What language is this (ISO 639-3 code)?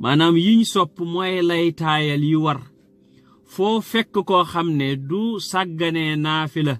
wol